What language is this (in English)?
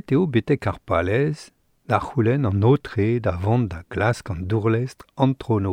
Breton